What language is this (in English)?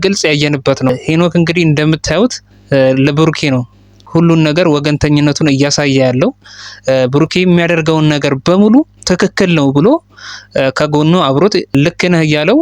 Amharic